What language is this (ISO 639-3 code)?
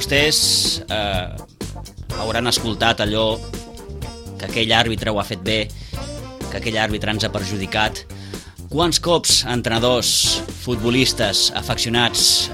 cat